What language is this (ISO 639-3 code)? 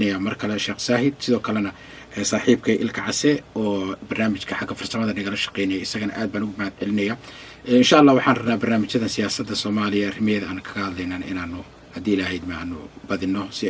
som